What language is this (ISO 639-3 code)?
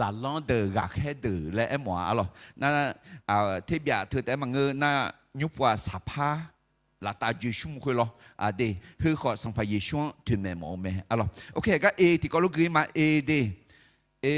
ahk